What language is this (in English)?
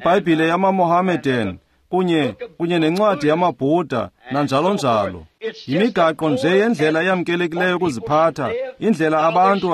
Xhosa